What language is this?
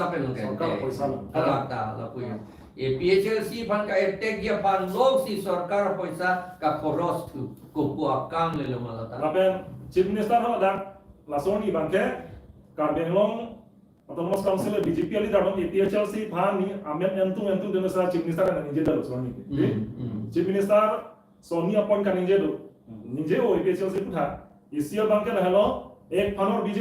Karbi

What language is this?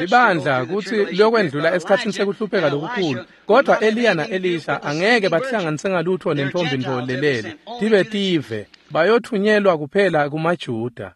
Swati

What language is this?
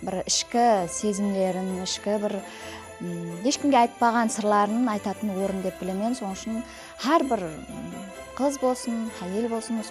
Kara-Kalpak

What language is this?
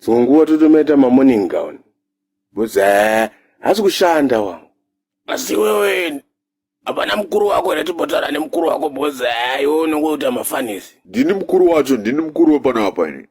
Shona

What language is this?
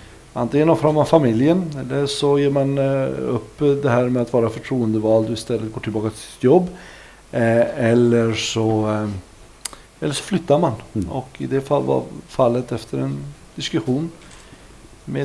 Swedish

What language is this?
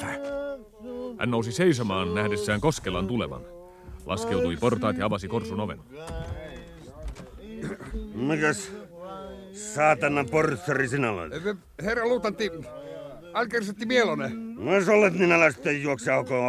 Finnish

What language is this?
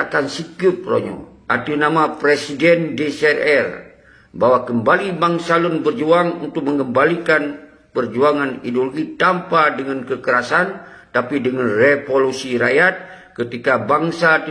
Achinese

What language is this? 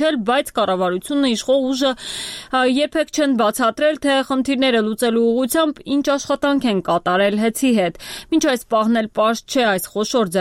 Armenian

